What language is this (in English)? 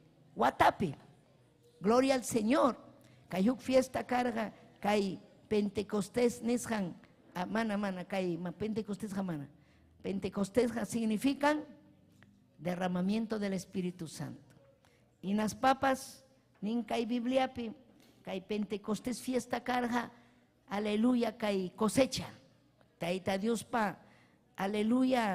Ayacucho Quechua